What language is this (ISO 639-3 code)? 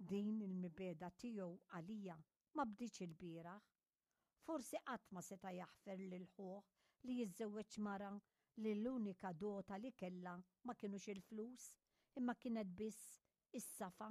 mlt